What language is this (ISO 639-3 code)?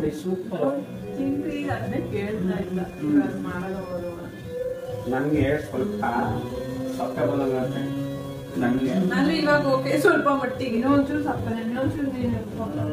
kan